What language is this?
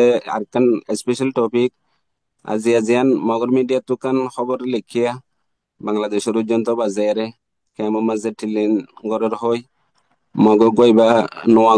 Rohingya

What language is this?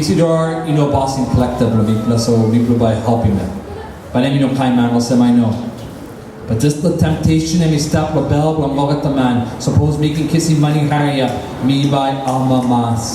Tok Pisin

